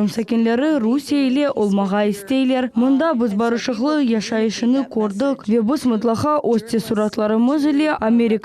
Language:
Crimean Tatar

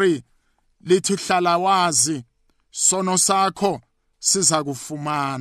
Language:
South Ndebele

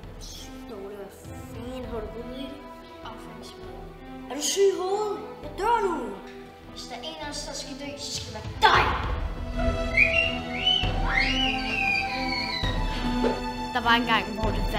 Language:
Danish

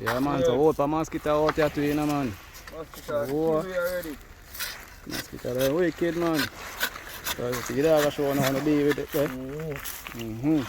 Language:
Jamaican Creole English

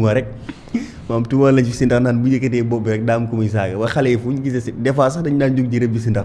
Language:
Wolof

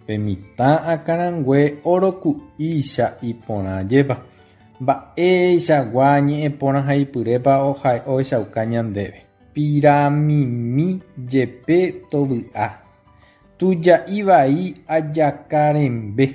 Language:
Guarani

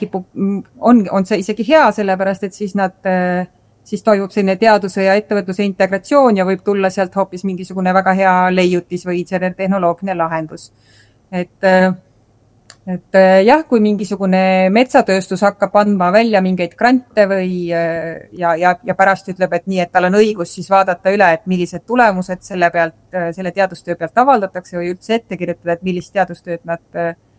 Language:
Estonian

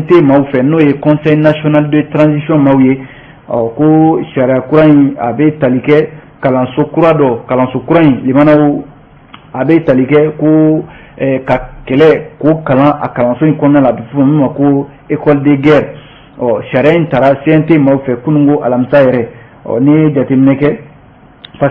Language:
Bambara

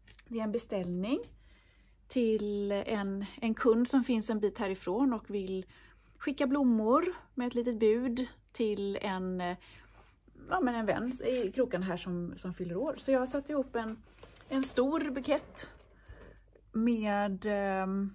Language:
Swedish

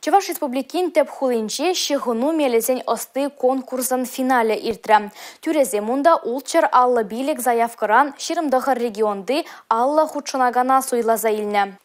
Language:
Chuvash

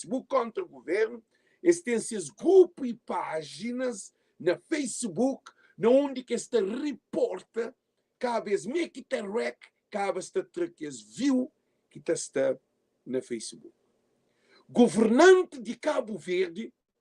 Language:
Kabuverdianu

